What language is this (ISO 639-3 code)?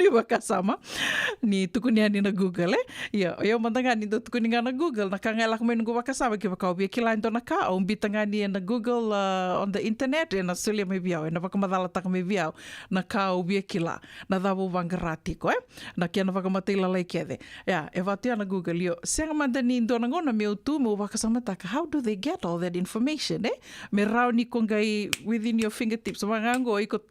fij